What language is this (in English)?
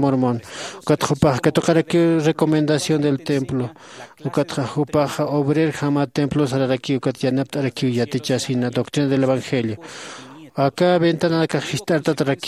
Aymara